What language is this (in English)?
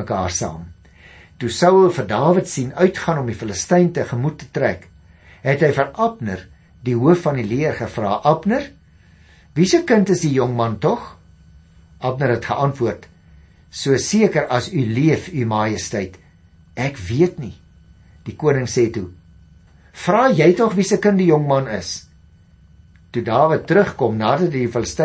Afrikaans